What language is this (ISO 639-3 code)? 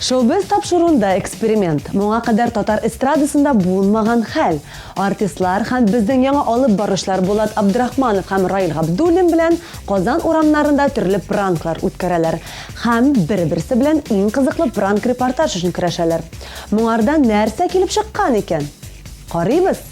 tat